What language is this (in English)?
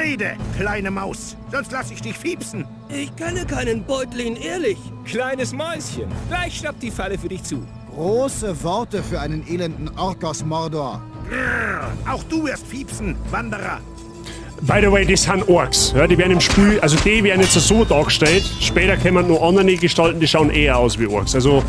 Bavarian